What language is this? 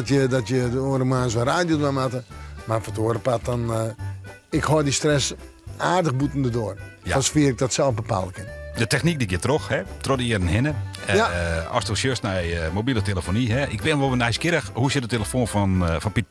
Western Frisian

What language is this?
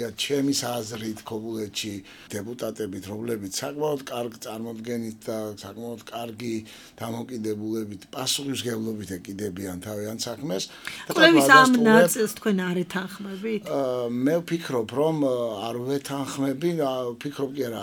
Georgian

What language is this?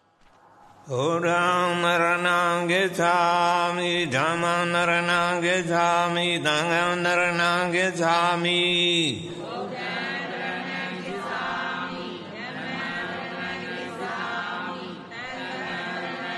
Burmese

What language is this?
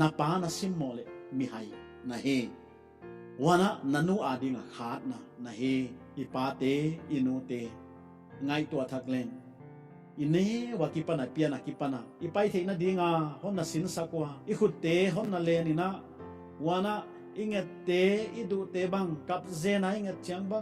Paite Chin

